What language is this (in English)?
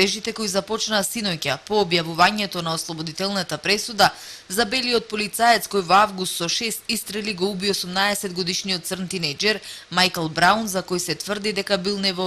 Macedonian